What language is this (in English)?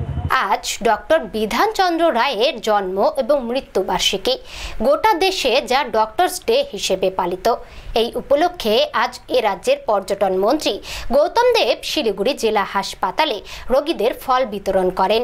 Bangla